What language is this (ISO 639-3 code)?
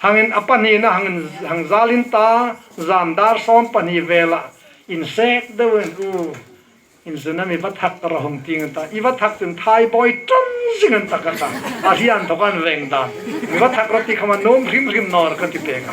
hmr